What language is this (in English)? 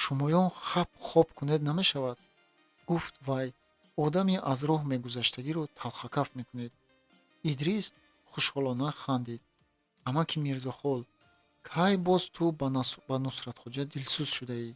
Tajik